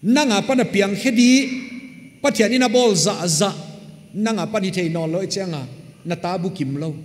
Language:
Paite Chin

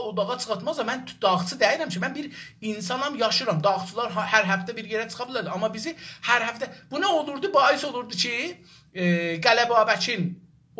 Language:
South Azerbaijani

